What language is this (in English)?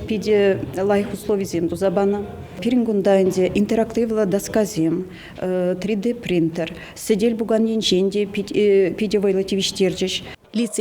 Chuvash